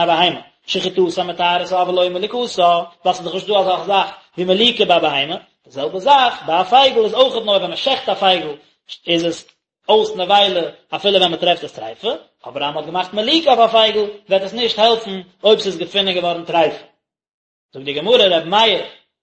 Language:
Yiddish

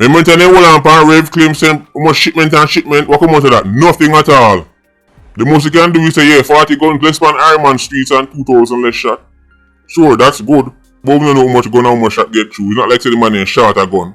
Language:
Jamaican Creole English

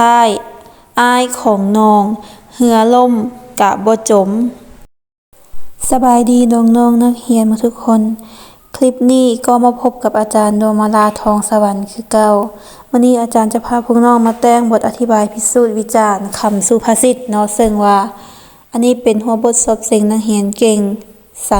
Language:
Lao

